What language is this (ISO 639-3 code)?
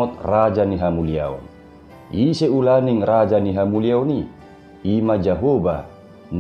bbc